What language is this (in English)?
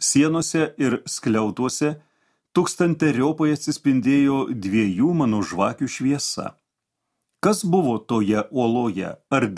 Lithuanian